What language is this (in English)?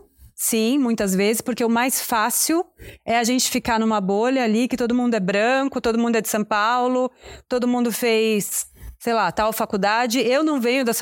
Portuguese